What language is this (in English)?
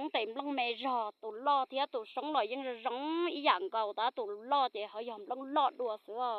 Hmong